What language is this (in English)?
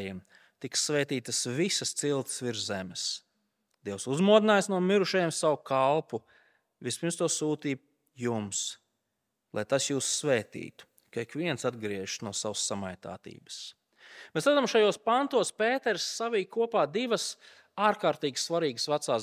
Latvian